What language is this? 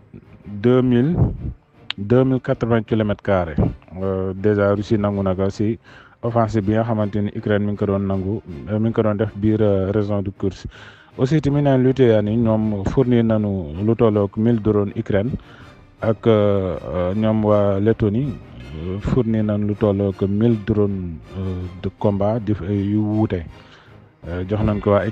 Wolof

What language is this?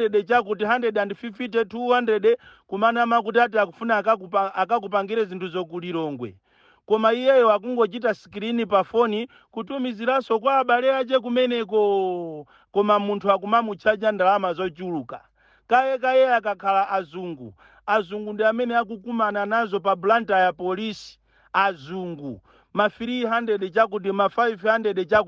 Nyanja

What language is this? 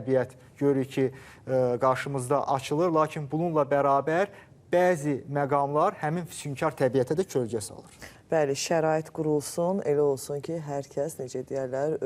Azerbaijani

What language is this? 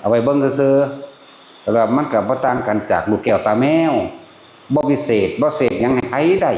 Northeastern Thai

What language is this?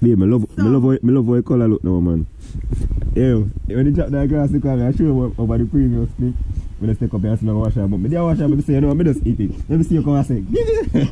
Jamaican Creole English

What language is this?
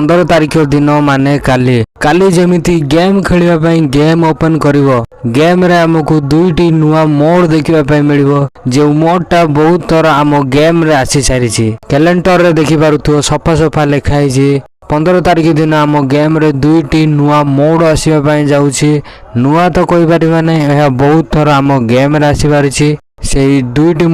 Odia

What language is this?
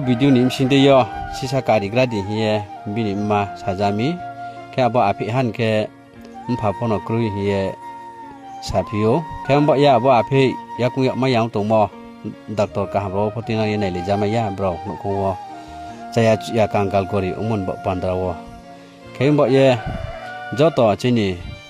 Riang (India)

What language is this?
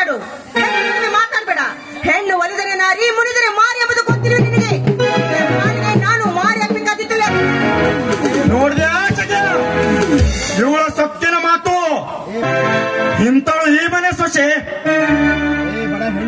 Kannada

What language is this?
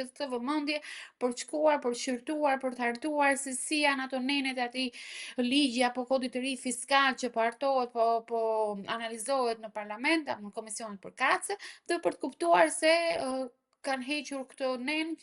Albanian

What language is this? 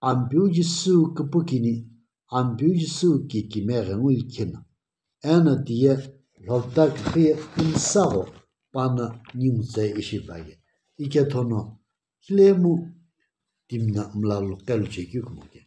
Sumi Naga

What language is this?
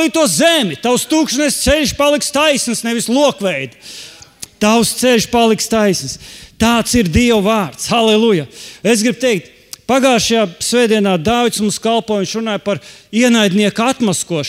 Latvian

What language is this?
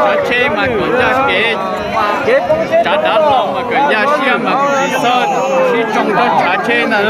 Hmong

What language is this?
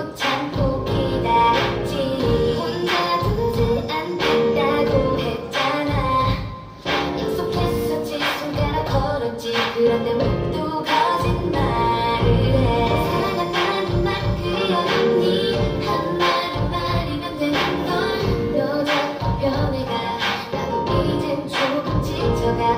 Korean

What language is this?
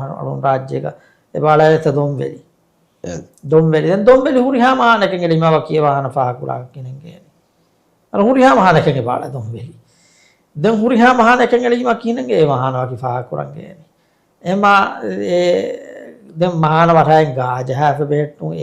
Divehi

